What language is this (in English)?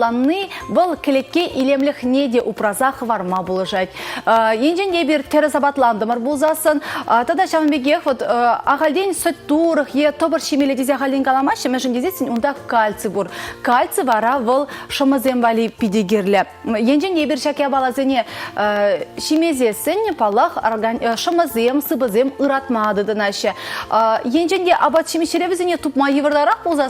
Chuvash